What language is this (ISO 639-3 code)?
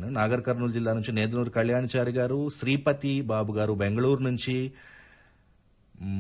tel